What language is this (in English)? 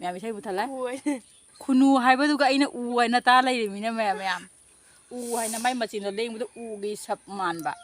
Manipuri